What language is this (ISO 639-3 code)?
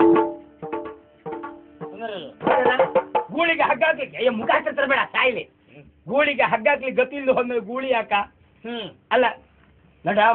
kan